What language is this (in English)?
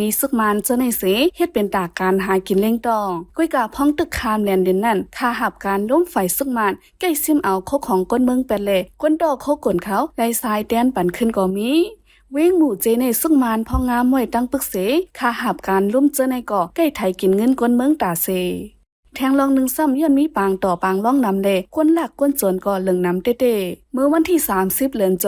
Shan